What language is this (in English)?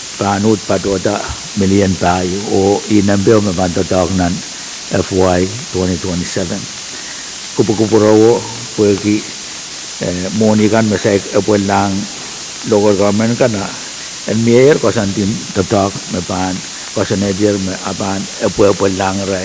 Pohnpeian